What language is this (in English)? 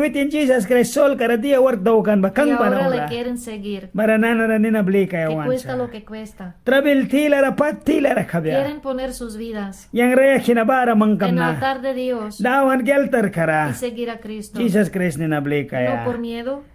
Mískito